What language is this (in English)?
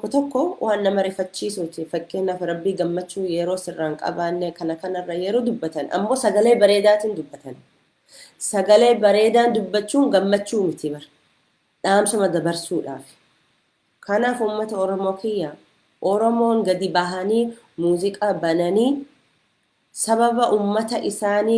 Oromo